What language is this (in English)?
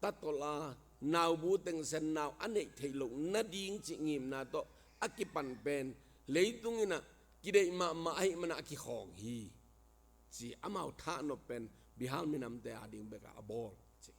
Tedim Chin